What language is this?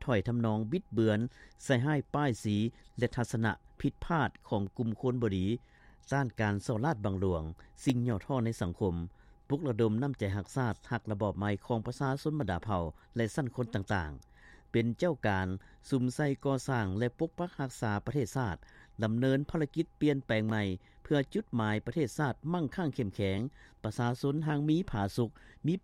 Lao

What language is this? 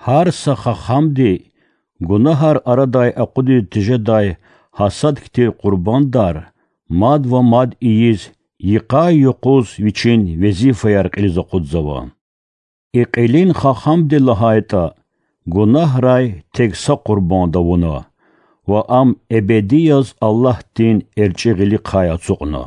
Lezghian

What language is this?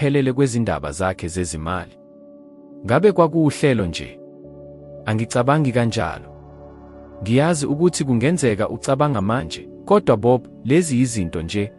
Zulu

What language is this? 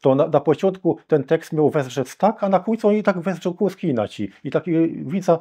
Kashubian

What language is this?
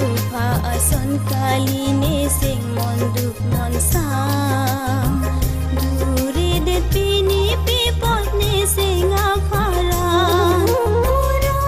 Karbi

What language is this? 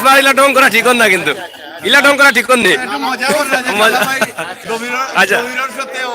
Sylheti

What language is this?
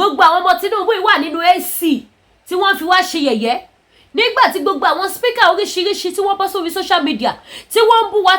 Yoruba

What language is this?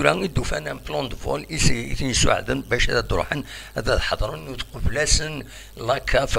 Kabyle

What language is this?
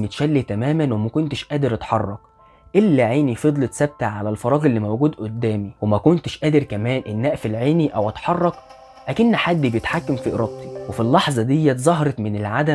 Egyptian Arabic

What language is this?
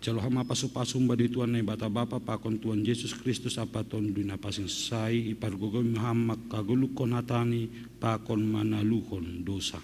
Batak Simalungun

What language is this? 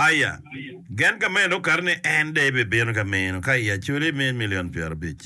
Acoli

